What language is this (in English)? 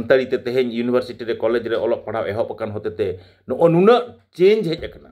Santali